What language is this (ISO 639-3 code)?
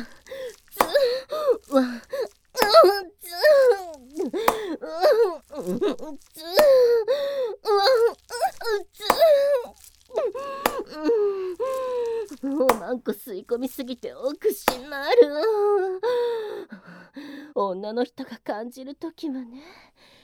jpn